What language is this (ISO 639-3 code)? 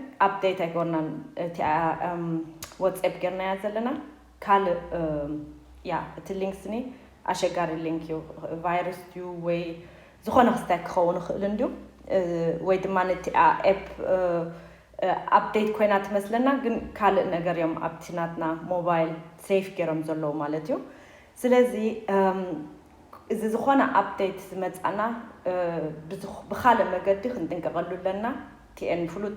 tir